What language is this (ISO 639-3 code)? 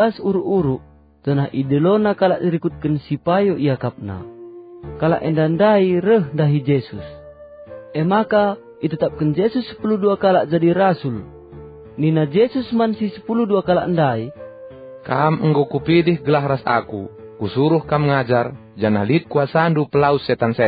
btx